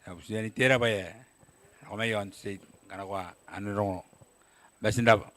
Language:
Gilbertese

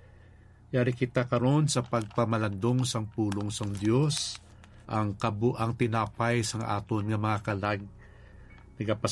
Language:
Hiligaynon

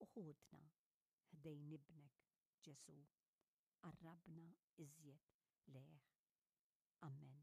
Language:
Maltese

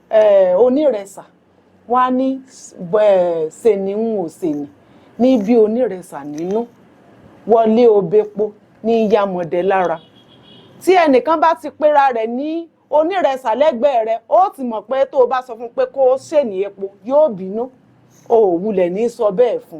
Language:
Yoruba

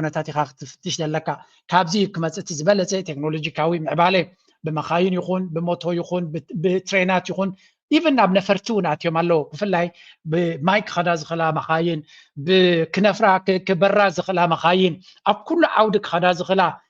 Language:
Tigrinya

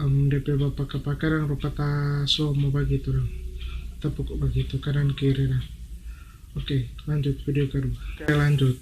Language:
Manado Malay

